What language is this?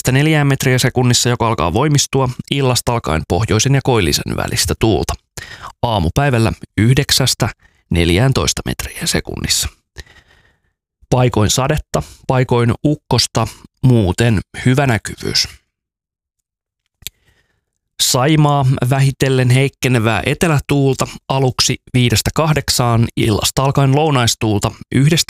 Finnish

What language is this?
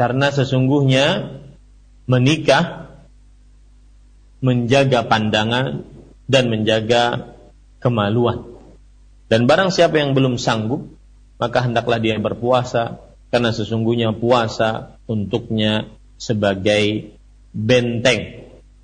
Indonesian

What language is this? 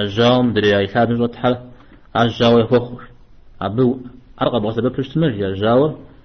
Kabardian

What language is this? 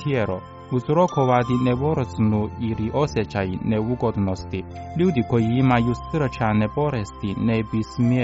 Croatian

